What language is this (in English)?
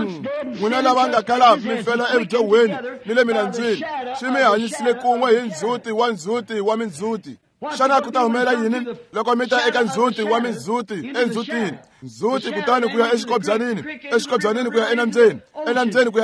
Tsonga